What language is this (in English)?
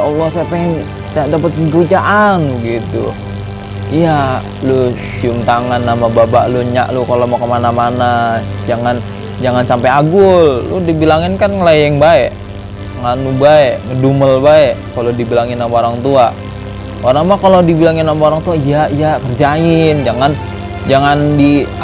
Betawi